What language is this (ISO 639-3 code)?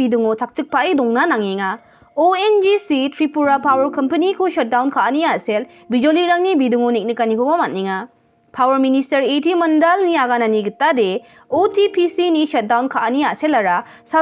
grt